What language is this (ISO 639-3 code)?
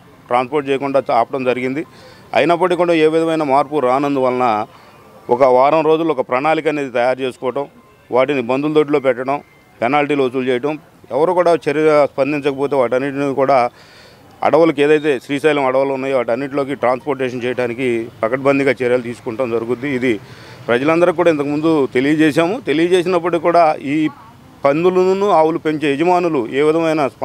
tel